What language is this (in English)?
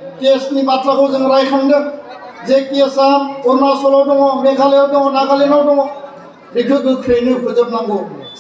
Bodo